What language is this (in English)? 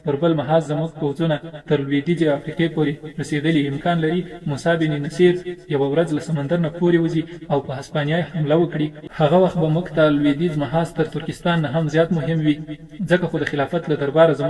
Pashto